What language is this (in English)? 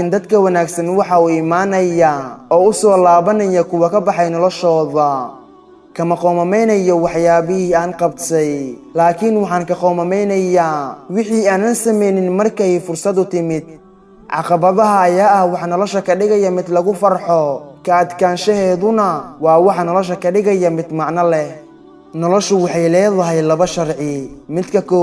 Somali